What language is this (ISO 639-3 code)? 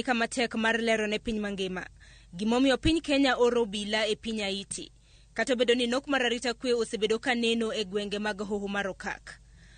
luo